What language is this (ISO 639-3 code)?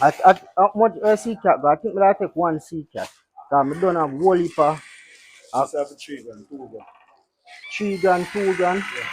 jam